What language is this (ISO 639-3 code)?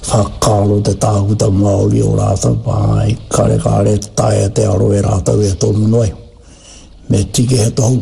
mri